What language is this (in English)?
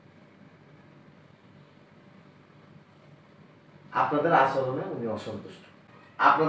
Bangla